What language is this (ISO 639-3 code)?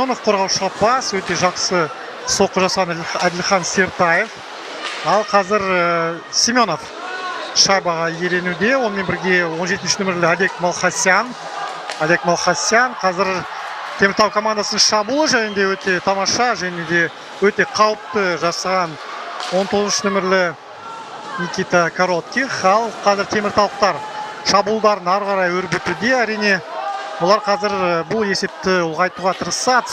kaz